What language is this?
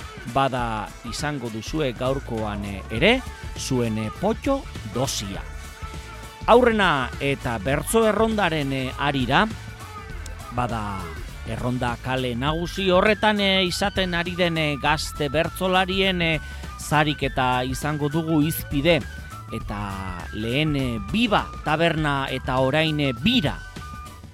Basque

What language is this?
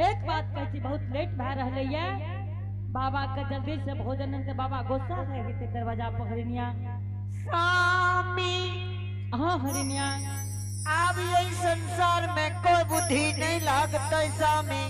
Angika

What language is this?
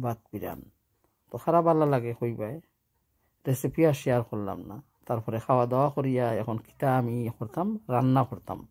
Sylheti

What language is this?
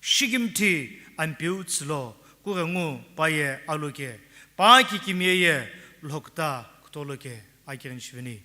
Sumi Naga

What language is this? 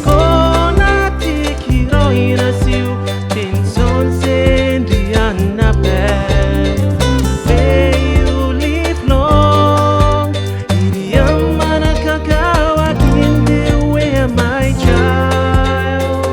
Gilbertese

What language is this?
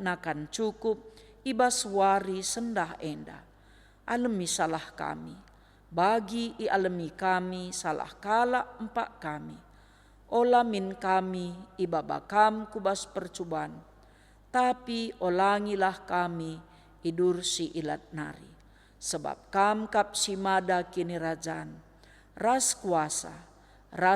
Batak Karo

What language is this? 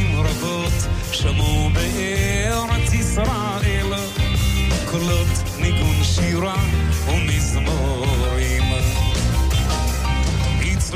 Hebrew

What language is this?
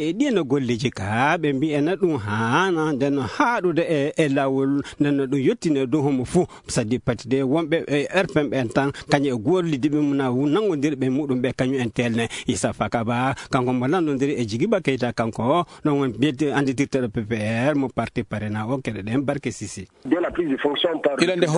Fula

